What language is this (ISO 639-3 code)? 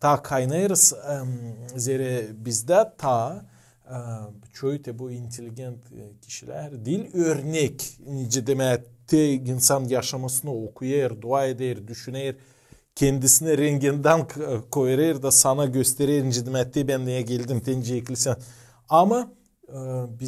gag